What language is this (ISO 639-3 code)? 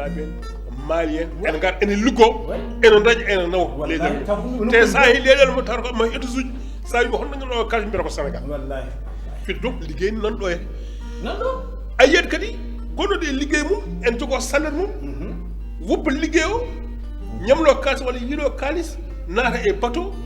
ful